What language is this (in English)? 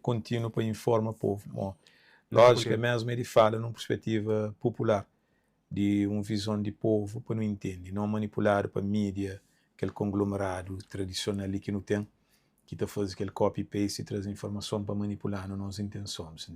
Kabuverdianu